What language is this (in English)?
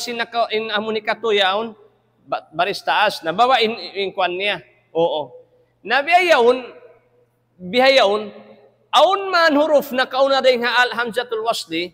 Tausug